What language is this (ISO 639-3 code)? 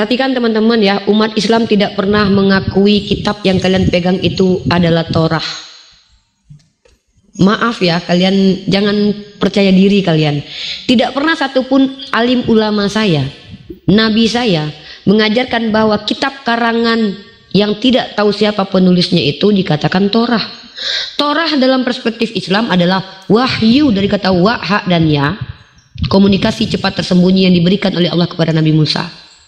ind